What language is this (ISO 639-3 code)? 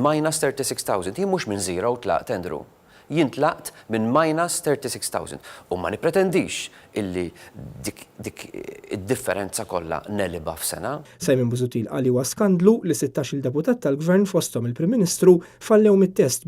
mlt